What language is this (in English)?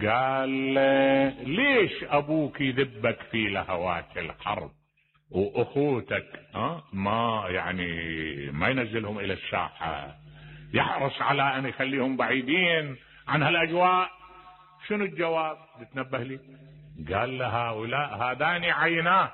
Mesopotamian Arabic